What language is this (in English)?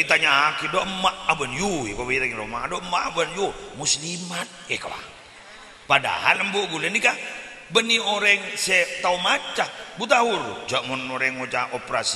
Madurese